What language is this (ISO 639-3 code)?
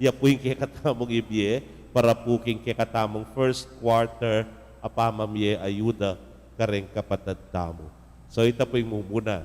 pam